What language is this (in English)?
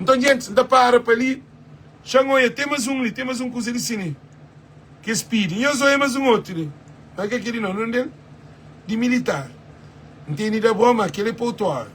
Kabuverdianu